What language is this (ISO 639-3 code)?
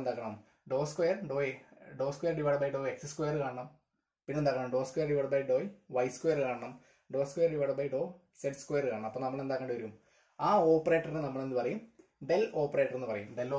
mal